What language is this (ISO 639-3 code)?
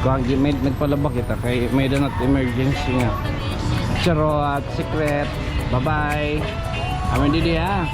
war